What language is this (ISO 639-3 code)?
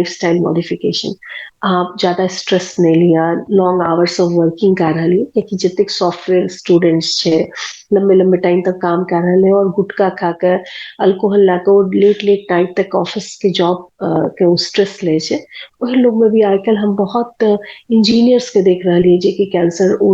mai